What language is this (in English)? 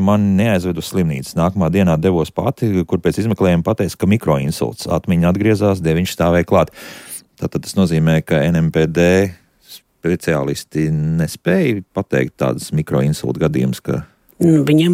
Latvian